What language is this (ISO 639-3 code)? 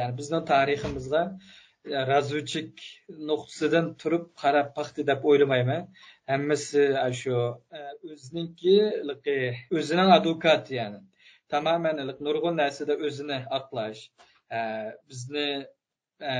uig